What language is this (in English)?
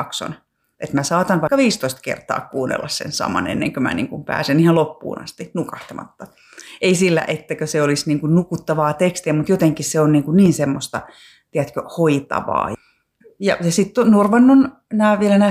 Finnish